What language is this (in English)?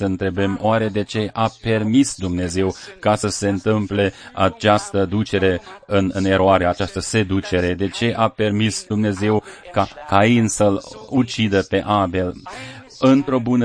Romanian